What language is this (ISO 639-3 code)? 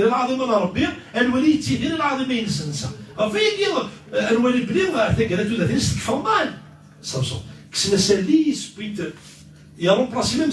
kab